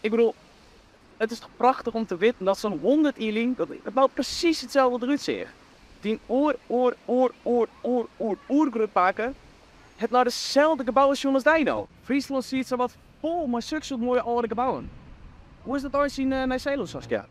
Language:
Western Frisian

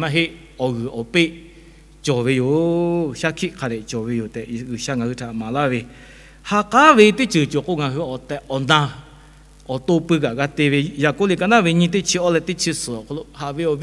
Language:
Lahu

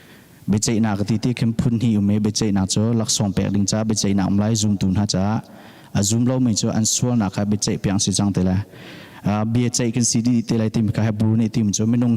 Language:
Hakha Chin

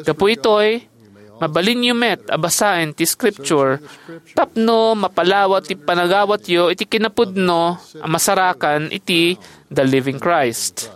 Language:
Iloko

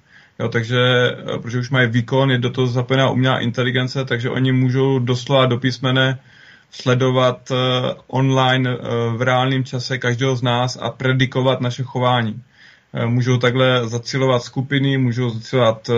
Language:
Czech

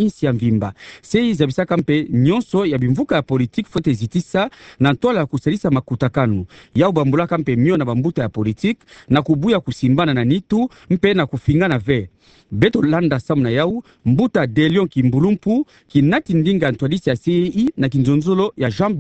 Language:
Kituba (Democratic Republic of Congo)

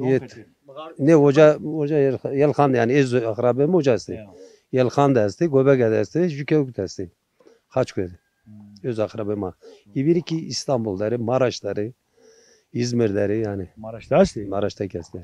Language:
Zaza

